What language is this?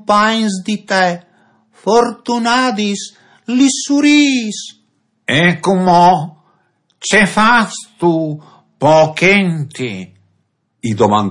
Friulian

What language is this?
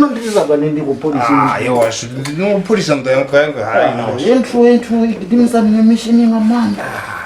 Venda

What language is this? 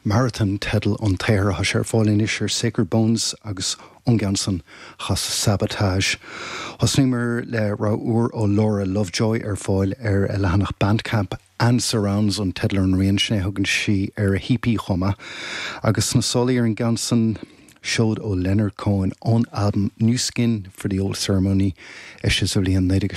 Irish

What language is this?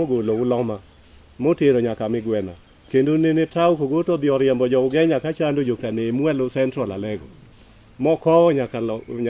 Luo (Kenya and Tanzania)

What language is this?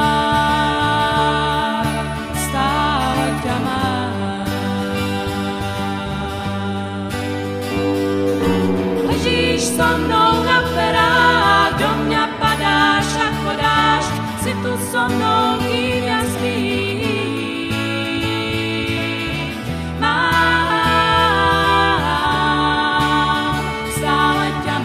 Slovak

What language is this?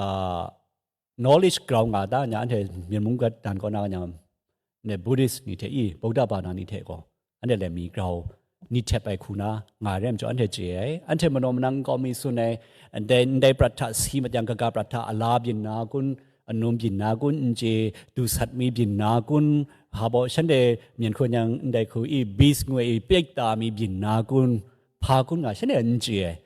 Kachin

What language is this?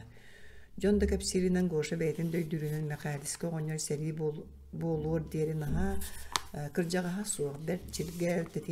Yakut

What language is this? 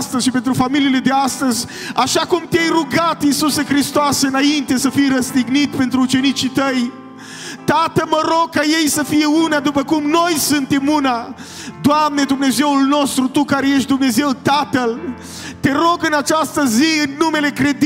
Romanian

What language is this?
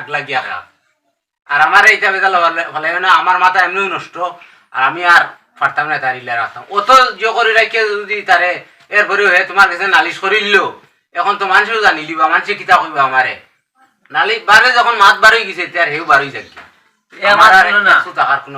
Sylheti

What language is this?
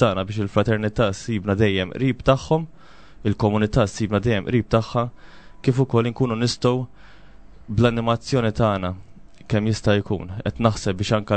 Maltese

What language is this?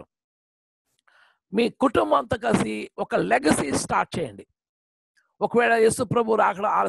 Telugu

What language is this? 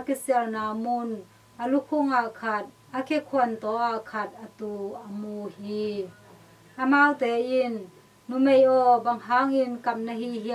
Tedim Chin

